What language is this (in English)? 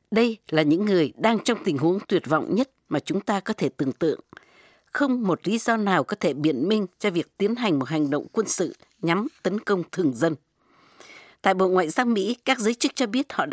Vietnamese